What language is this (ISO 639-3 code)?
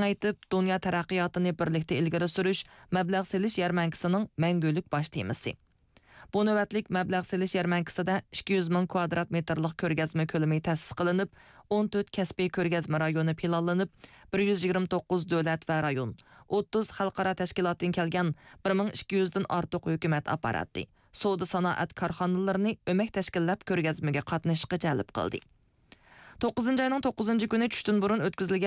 uig